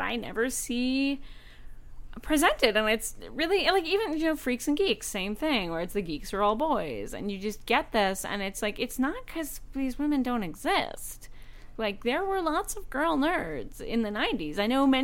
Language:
English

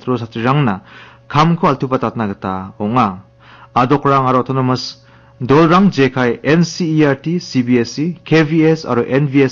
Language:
Garo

